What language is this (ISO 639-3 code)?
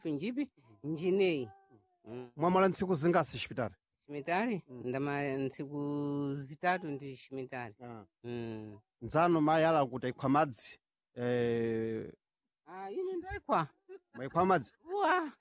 seh